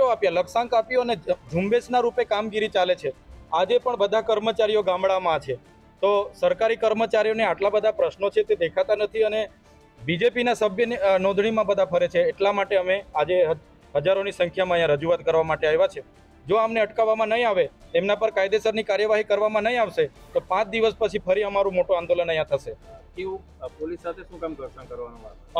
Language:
Gujarati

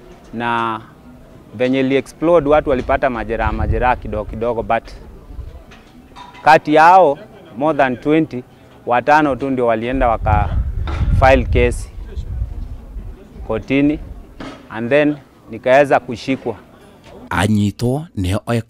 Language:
Swahili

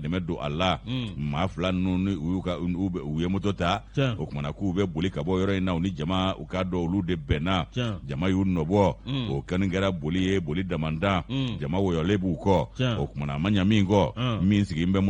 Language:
Bambara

